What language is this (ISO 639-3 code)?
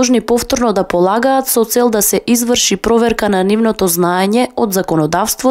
mkd